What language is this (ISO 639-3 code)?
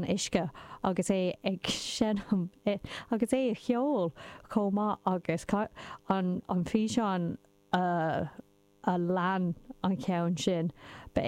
gle